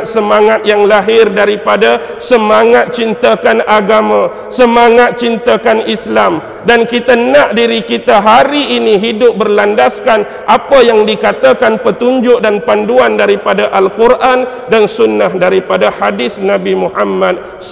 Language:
Malay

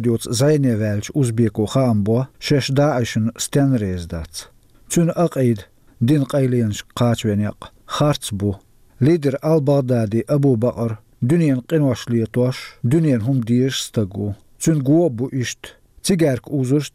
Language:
Chechen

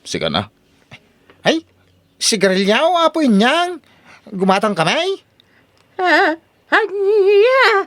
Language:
Iloko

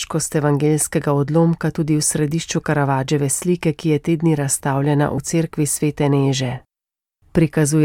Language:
Slovenian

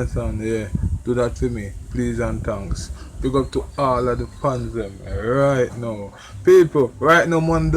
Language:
Jamaican Creole English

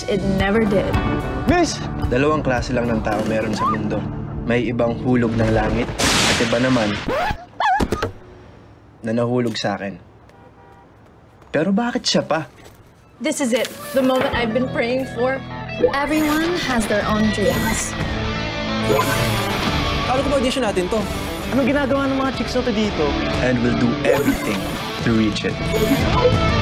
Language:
Filipino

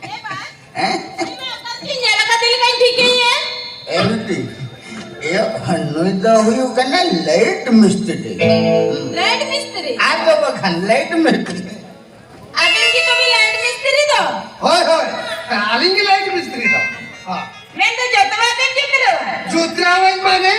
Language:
Santali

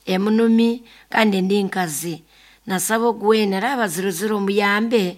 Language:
Nyoro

